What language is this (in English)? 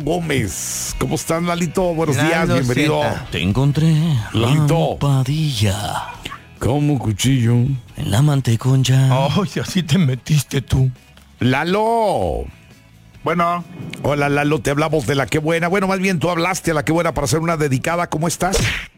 Spanish